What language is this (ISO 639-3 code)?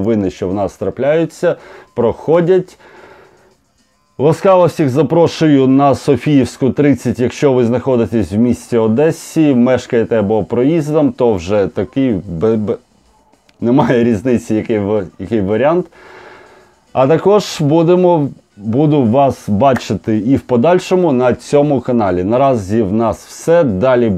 ukr